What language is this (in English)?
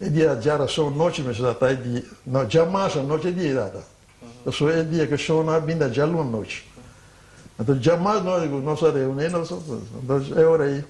Papiamento